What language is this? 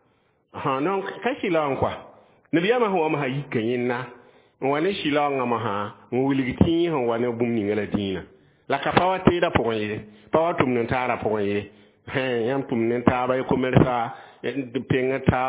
Mossi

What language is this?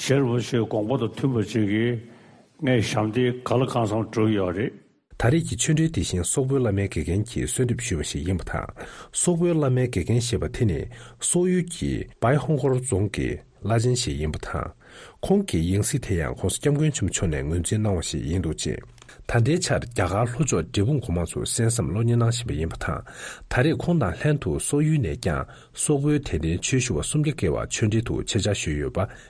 Tibetan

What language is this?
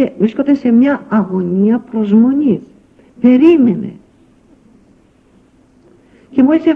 Greek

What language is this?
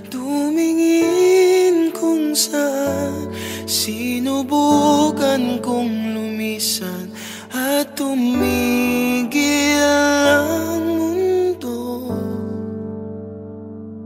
Filipino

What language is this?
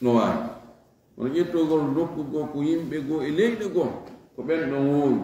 Fula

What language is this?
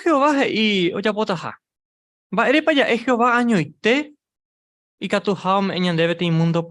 Guarani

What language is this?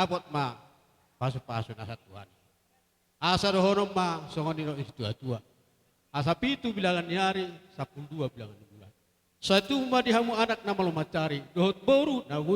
Batak Toba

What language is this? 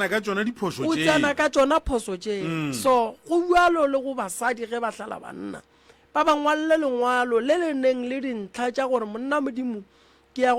Northern Sotho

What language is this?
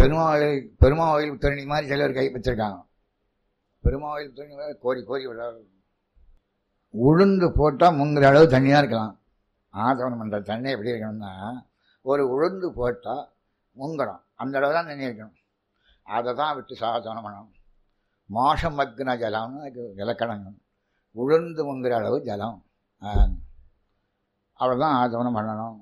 Tamil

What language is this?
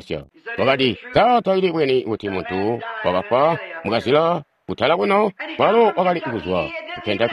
Tonga (Zambia)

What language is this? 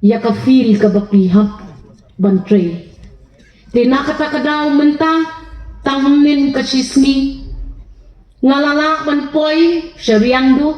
Khasi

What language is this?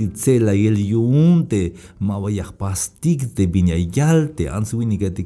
Tzeltal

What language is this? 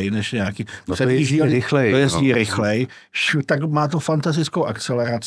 Czech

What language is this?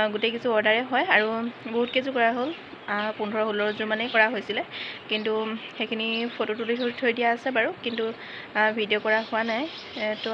Assamese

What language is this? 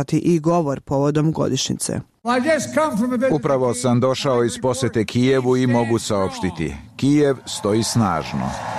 Bosnian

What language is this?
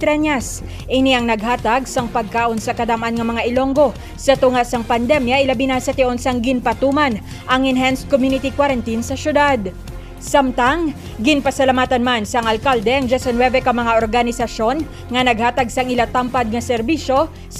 Hiligaynon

